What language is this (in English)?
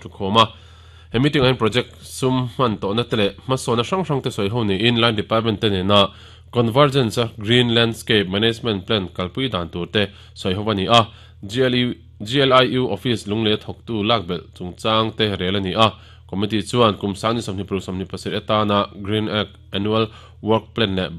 Mizo